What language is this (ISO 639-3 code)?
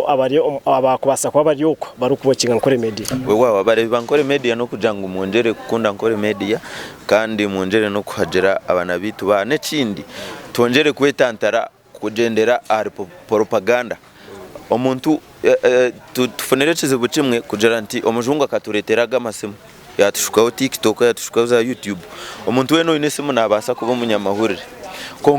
nyn